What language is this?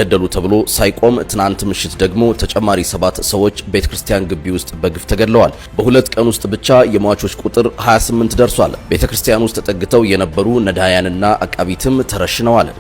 Amharic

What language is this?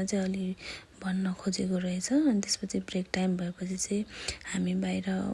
Nepali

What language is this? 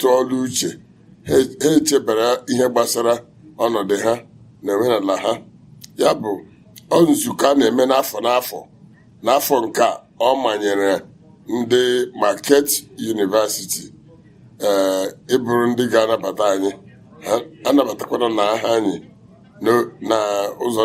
Igbo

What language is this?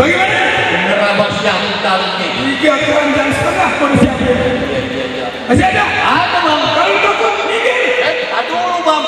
Betawi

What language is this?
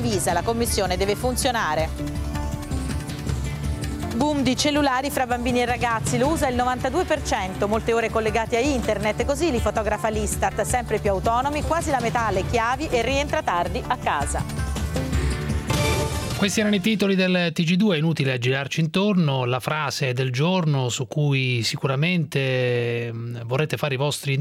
Italian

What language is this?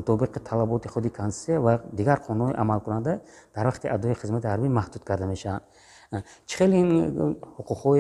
Tajik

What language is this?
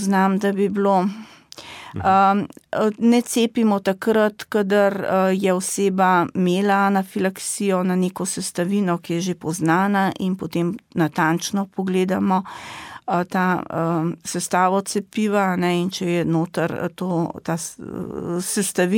Slovenian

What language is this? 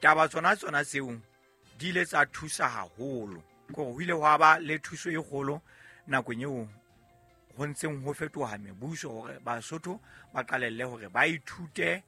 Southern Sotho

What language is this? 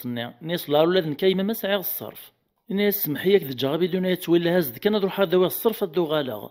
Kabyle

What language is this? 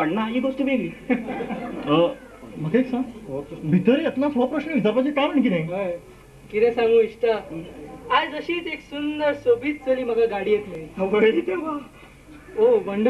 Konkani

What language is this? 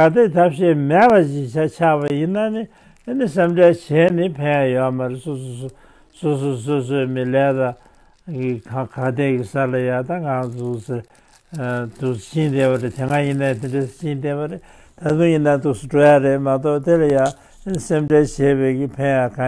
Tibetan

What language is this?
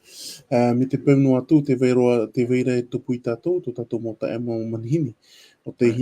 Tahitian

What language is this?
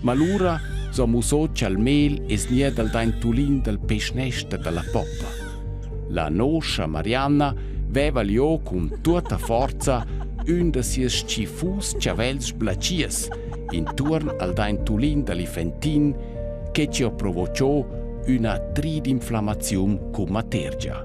Romansh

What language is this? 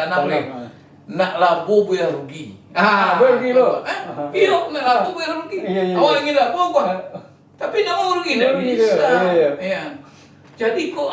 Minangkabau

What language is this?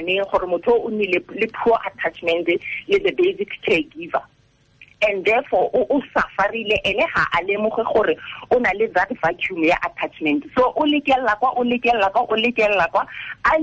Tswana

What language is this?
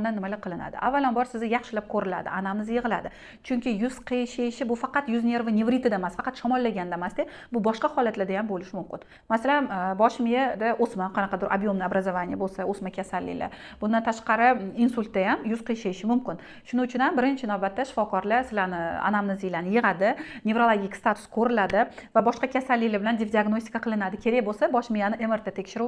Uzbek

